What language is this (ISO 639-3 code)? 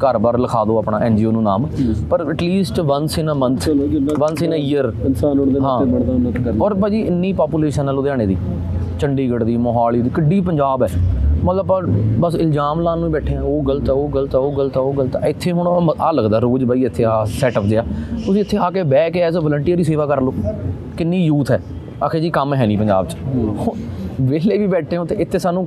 pan